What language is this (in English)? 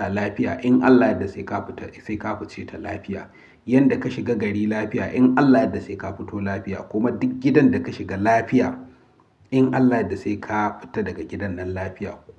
Hausa